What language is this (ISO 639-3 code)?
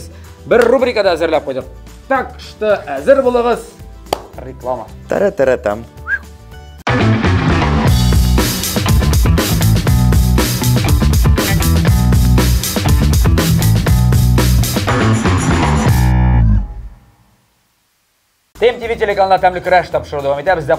tat